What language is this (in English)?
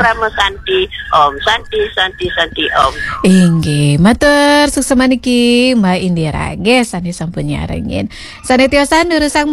Balinese